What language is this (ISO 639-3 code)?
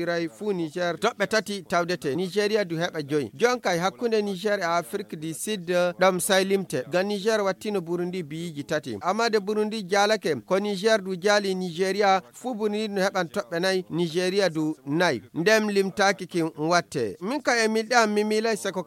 ful